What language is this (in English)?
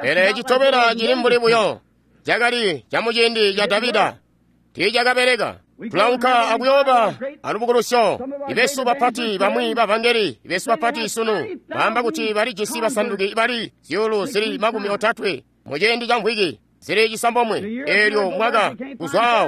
Tonga (Zambia)